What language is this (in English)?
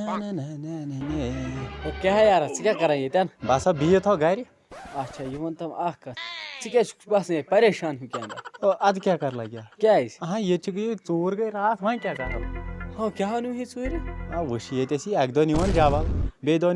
Kashmiri